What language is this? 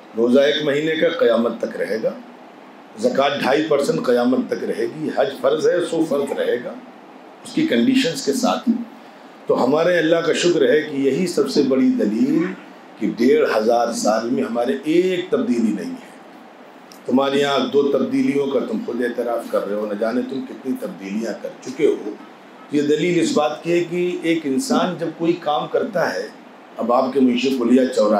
Urdu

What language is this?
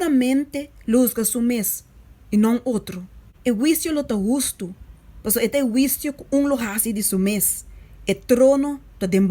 Papiamento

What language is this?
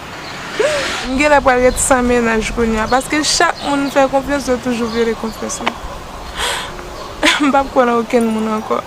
Haitian Creole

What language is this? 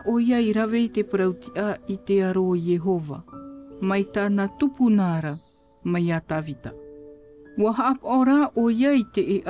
Tahitian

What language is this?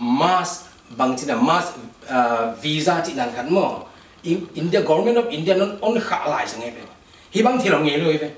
Tedim Chin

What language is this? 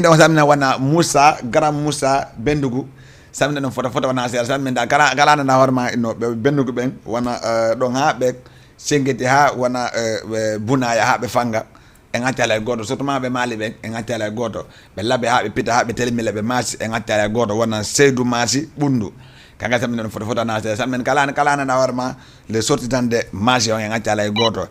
Fula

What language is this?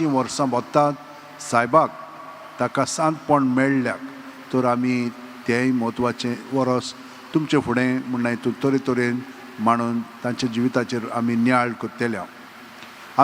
Konkani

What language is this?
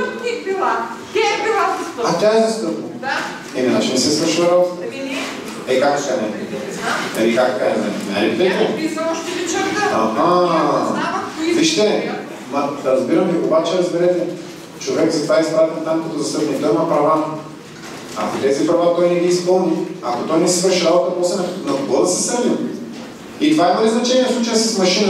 Bulgarian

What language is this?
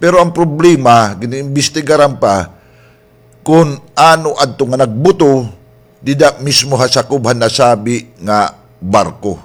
Waray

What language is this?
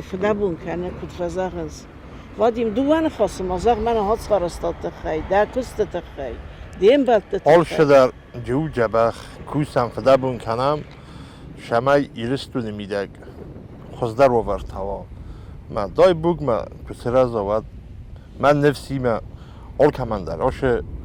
Ossetic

